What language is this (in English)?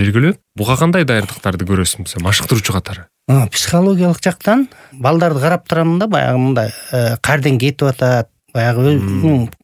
Kyrgyz